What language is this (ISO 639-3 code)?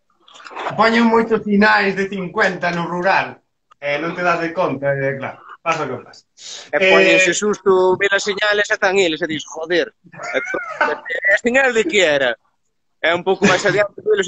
glg